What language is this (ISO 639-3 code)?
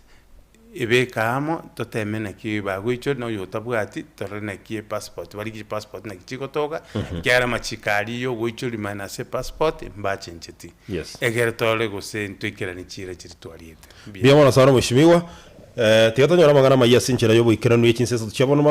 guz